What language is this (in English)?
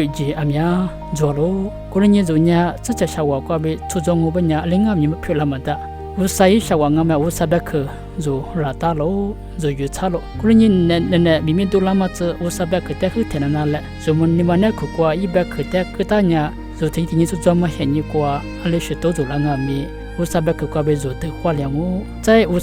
Lisu